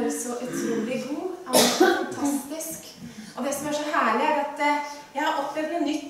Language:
Norwegian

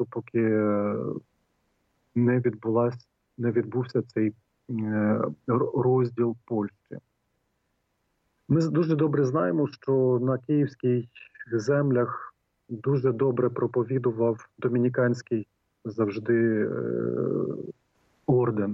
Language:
Ukrainian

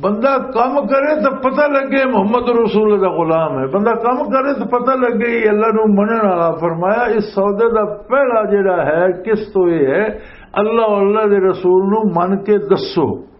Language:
Western Panjabi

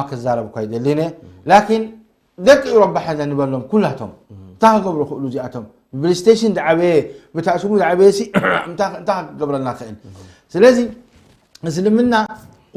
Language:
Tigrinya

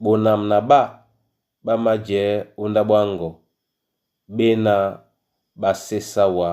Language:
Duala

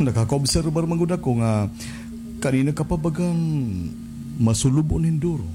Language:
Waray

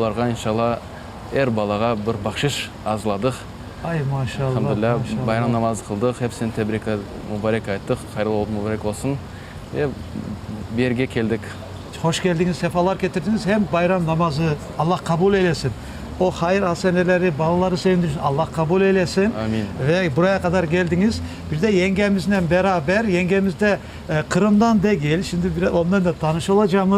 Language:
Crimean Tatar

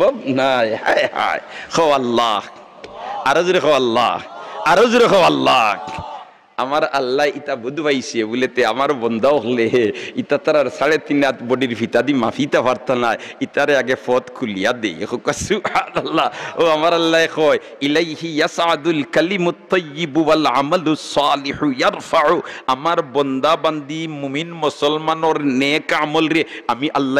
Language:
Sylheti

